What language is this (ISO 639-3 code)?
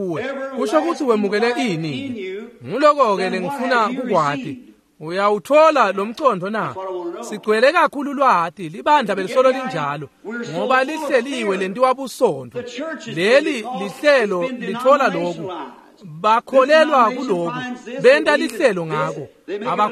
ssw